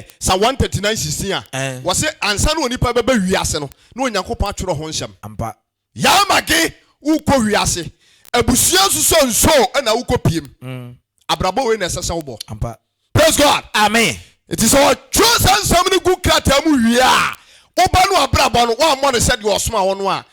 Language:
Akan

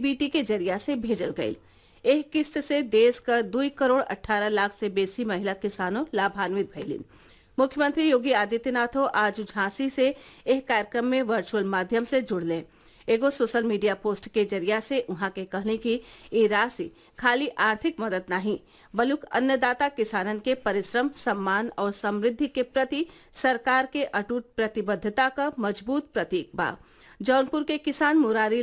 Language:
Bhojpuri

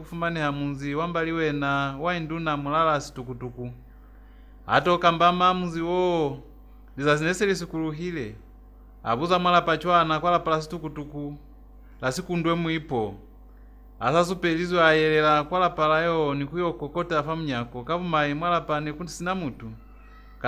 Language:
Lozi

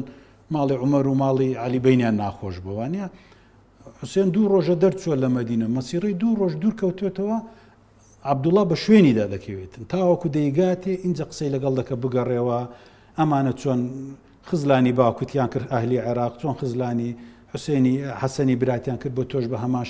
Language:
Central Kurdish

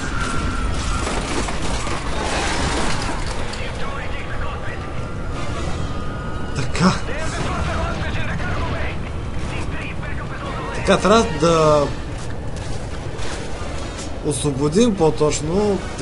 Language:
Bulgarian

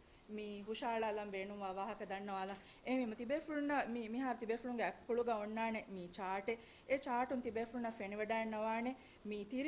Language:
Divehi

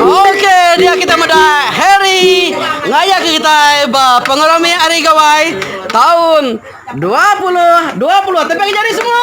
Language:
Iban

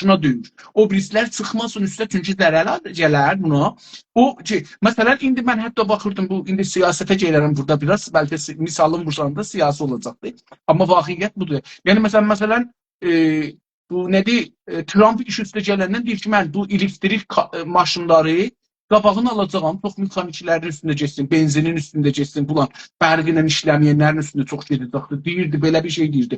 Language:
South Azerbaijani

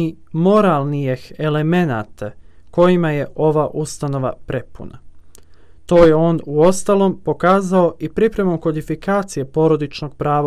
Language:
Serbian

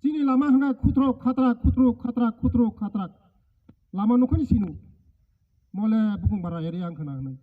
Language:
Kok Borok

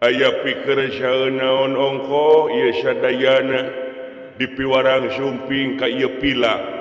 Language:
Sundanese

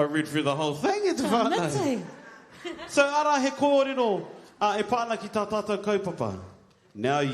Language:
Māori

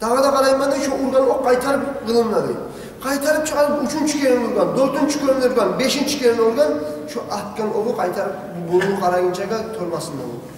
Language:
Kumyk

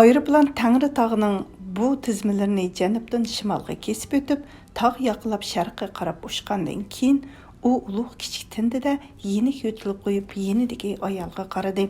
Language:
Uyghur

